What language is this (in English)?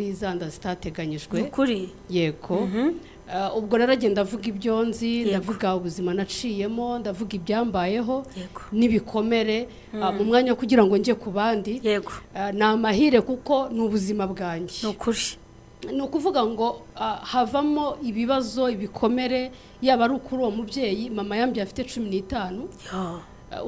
Kinyarwanda